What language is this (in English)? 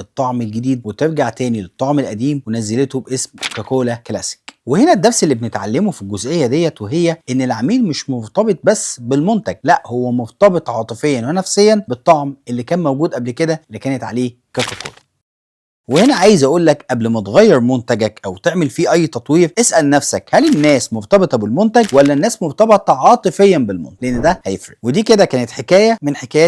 Egyptian Arabic